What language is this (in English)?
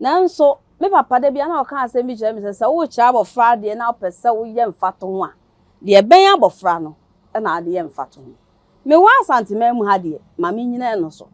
Akan